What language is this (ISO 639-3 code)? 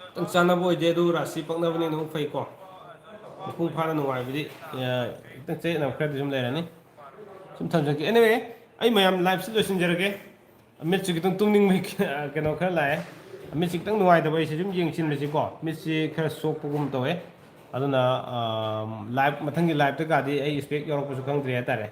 mni